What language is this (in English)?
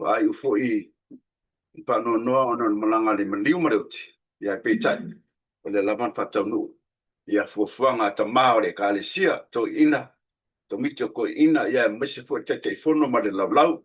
Samoan